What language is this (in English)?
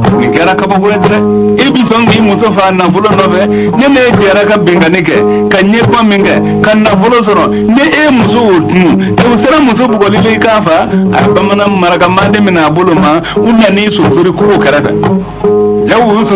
Bambara